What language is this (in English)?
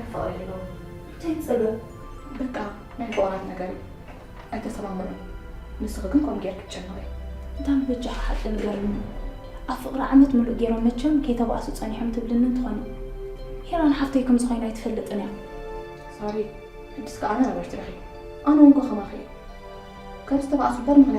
Tigrinya